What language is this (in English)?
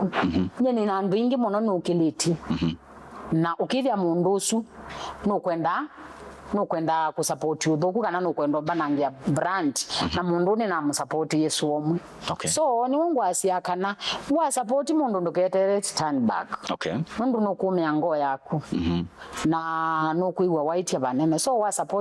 Kamba